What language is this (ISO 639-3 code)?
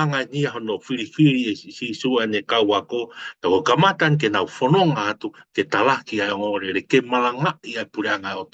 ton